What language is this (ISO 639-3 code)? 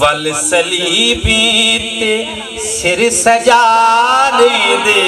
skr